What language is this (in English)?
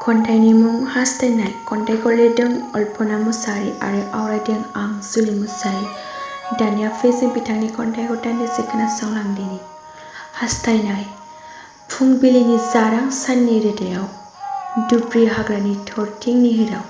Bodo